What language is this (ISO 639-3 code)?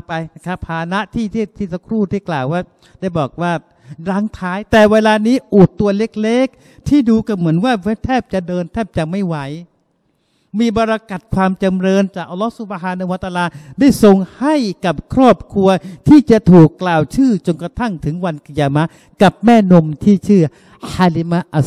tha